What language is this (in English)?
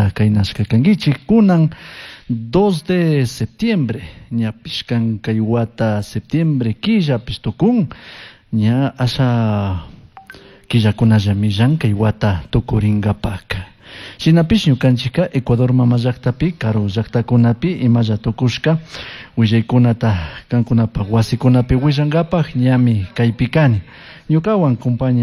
Chimborazo Highland Quichua